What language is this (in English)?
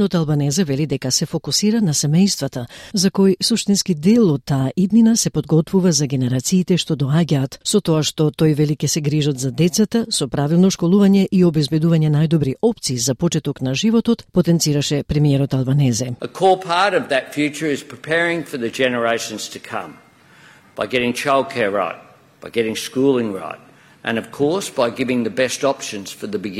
Macedonian